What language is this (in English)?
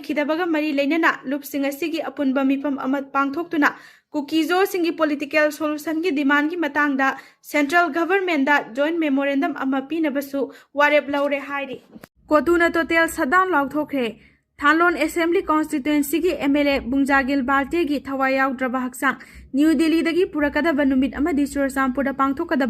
Manipuri